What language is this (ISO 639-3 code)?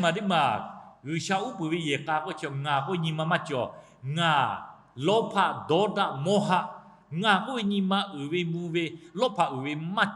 lhu